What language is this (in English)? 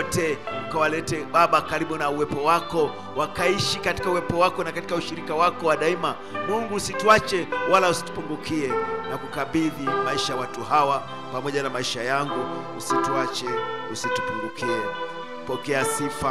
Swahili